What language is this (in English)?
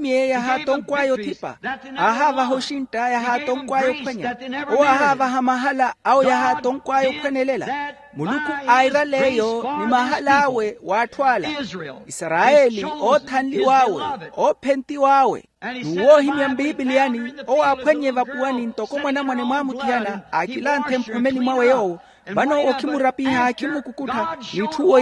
Makhuwa